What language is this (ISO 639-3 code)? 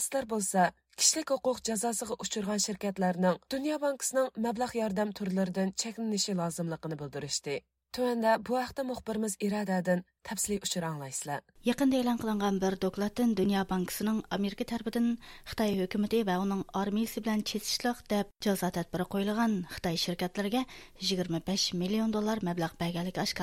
uig